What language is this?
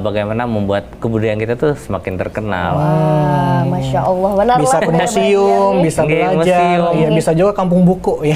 Banjar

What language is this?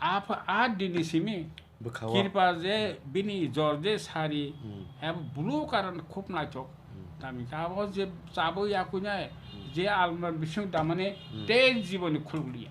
Kok Borok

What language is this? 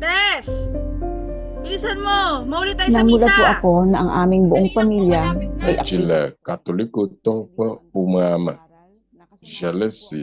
Ewe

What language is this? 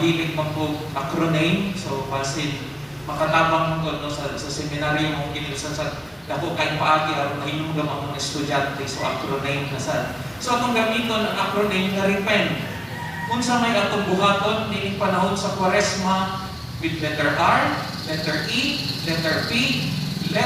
Cebuano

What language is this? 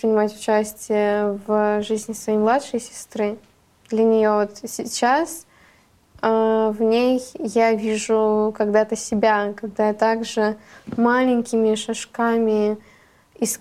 Russian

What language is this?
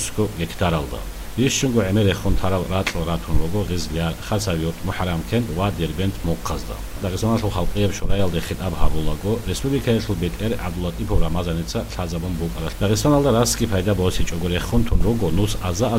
Avaric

